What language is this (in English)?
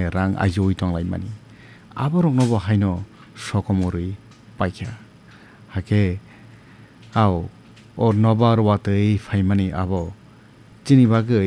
Kok Borok